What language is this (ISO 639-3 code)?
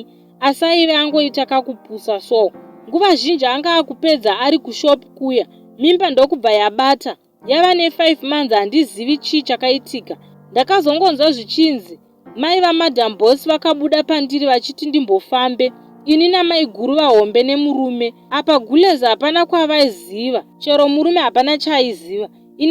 sna